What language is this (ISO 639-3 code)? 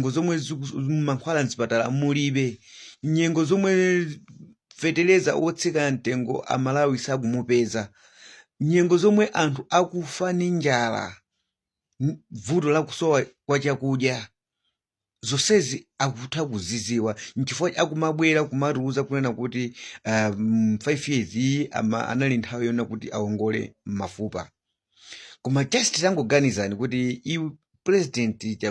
nya